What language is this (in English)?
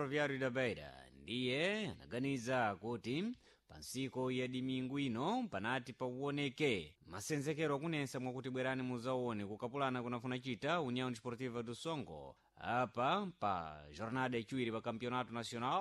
Sena